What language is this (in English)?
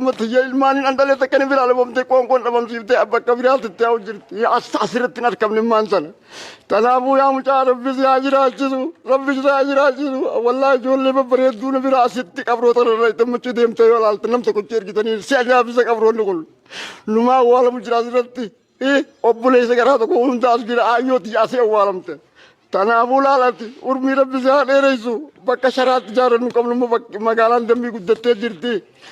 Oromo